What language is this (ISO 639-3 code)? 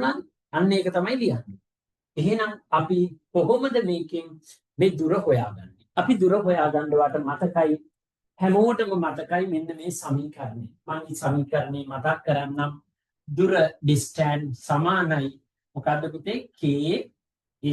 sin